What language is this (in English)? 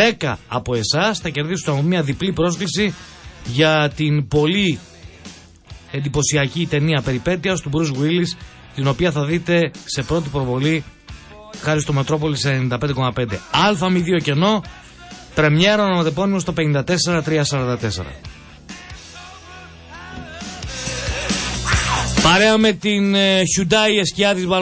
Greek